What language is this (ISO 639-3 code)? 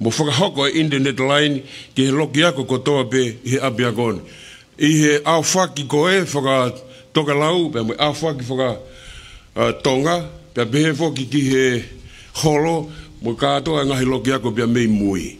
ton